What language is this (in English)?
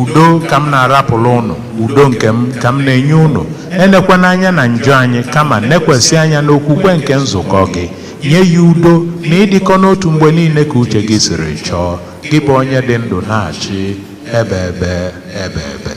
Igbo